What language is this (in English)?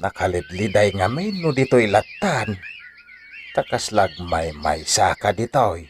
Iloko